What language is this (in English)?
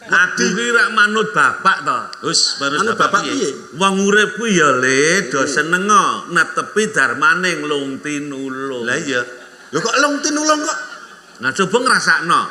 Javanese